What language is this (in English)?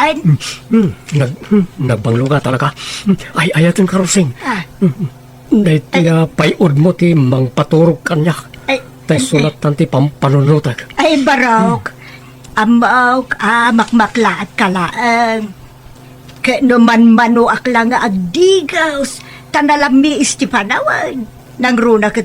Iloko